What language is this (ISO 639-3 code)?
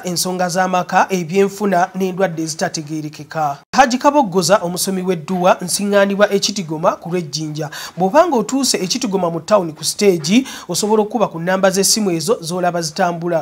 lug